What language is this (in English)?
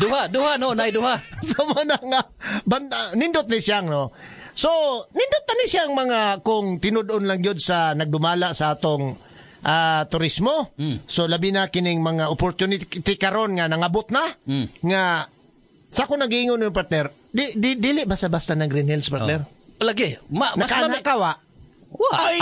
Cebuano